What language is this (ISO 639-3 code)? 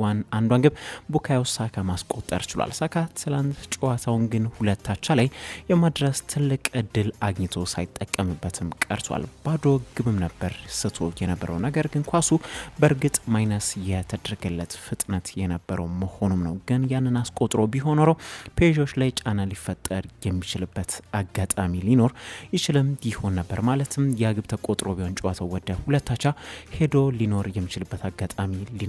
amh